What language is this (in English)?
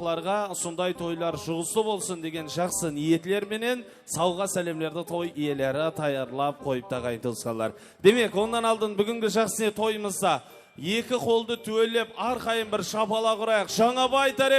Kara-Kalpak